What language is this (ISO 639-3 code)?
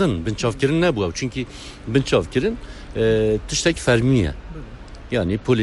kur